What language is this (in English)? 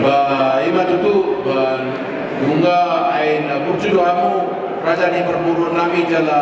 Batak Toba